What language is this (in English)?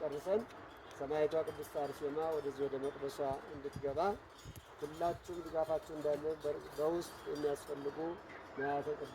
Amharic